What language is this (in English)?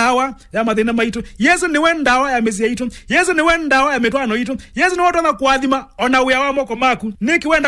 Kamba